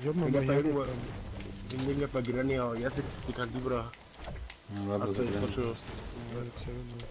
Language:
Bavarian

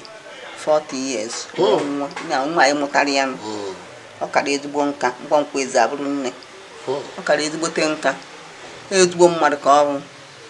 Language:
Igbo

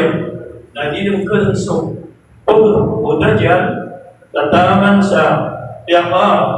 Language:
Maranao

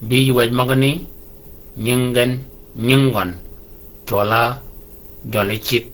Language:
Shilluk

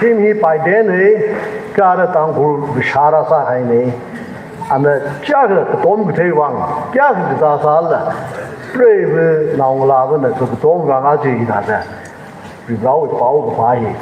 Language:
Tangkhul Naga (India)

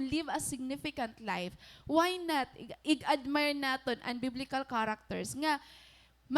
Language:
Waray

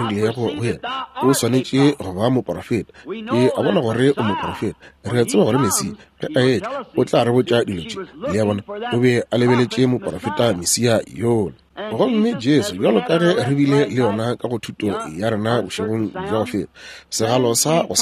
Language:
Northern Sotho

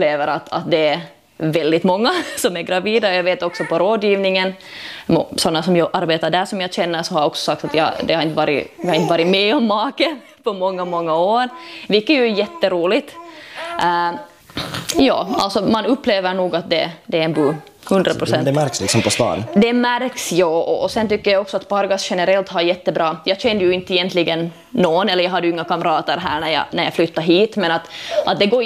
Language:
Swedish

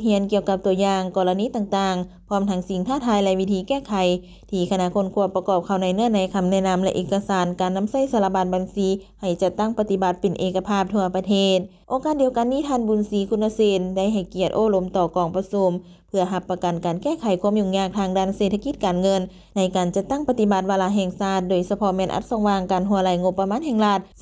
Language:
Lao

